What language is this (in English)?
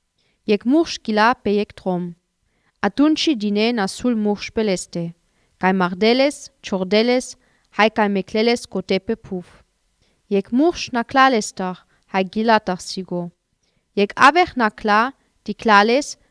Sinte Romani